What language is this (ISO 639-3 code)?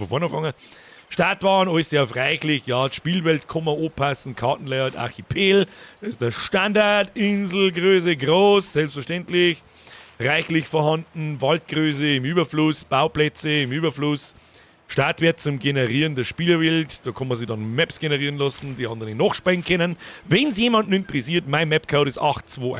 bar